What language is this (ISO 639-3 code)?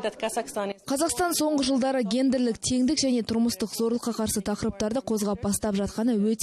kaz